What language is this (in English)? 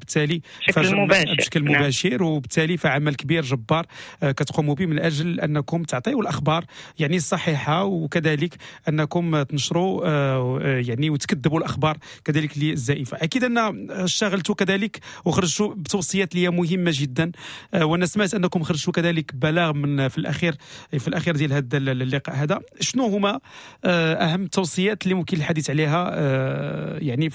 Moroccan Arabic